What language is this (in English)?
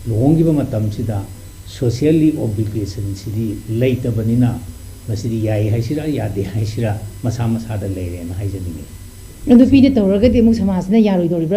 Manipuri